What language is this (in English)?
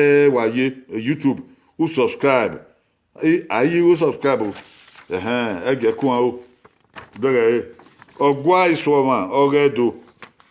Bini